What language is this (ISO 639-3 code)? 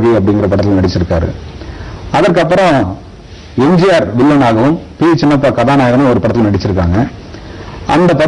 tam